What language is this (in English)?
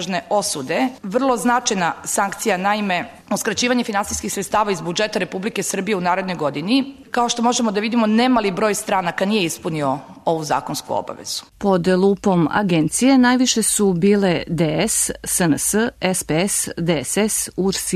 Serbian